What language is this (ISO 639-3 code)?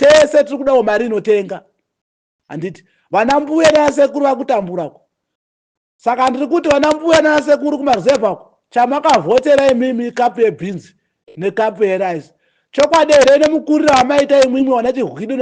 sna